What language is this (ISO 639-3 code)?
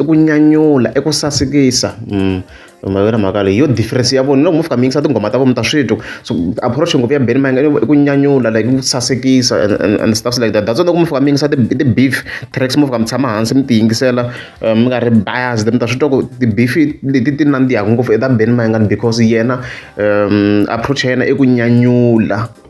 tso